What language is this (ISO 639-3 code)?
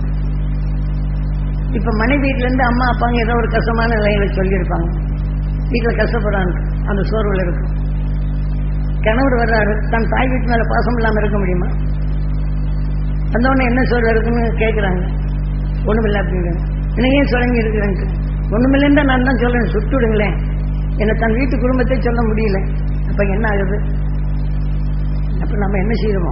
tam